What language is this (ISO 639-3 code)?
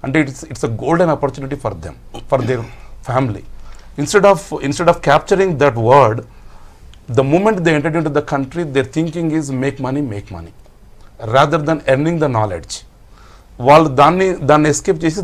tel